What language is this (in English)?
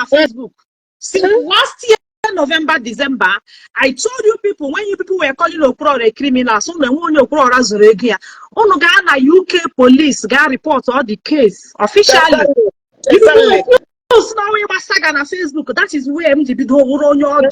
Igbo